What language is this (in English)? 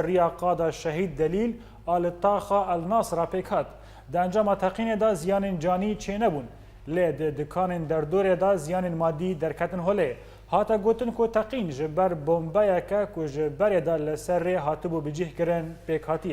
Kurdish